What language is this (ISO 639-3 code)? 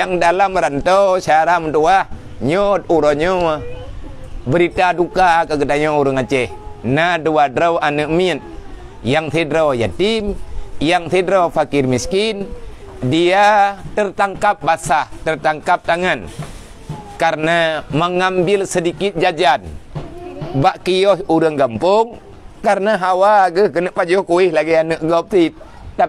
ace